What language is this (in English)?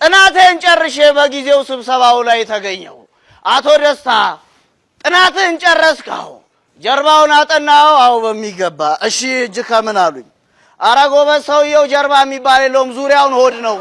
Amharic